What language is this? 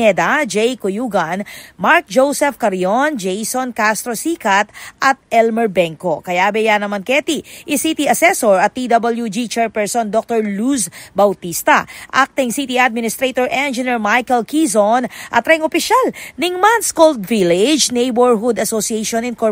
Pampanga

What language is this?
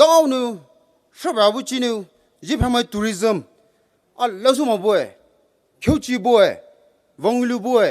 Poumei Naga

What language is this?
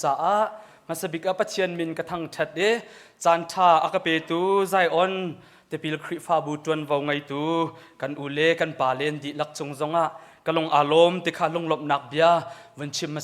Hakha Chin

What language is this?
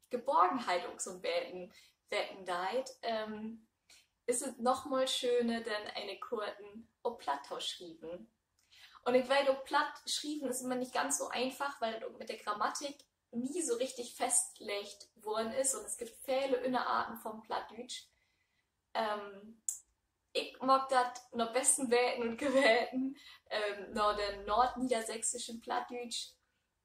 Low German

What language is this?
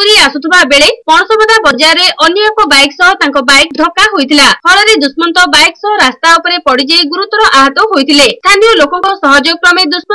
Odia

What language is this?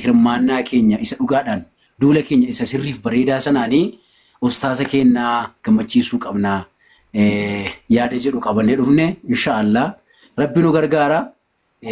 Oromo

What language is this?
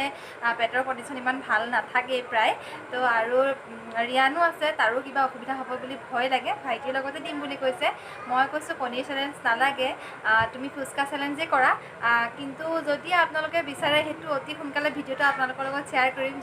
Assamese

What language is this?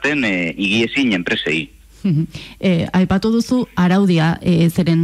Basque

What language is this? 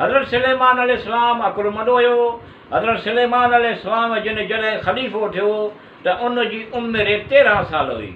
Sindhi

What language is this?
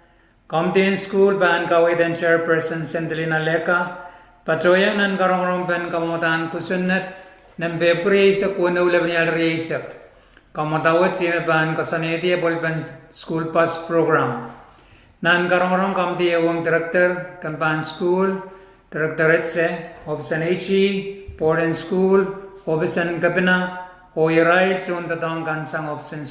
Pohnpeian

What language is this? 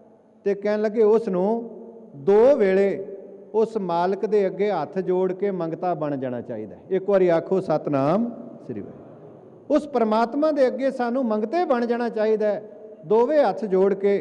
Punjabi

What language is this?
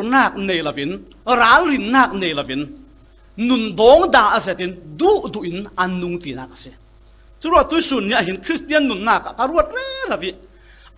Falam Chin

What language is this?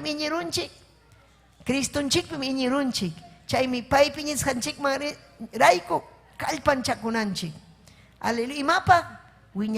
Ayacucho Quechua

